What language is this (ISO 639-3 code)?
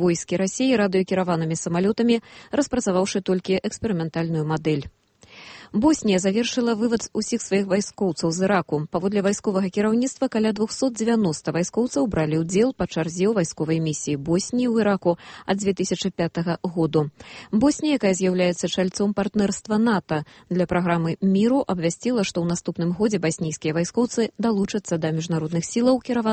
bel